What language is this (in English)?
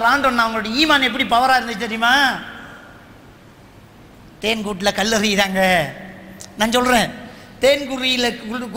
Tamil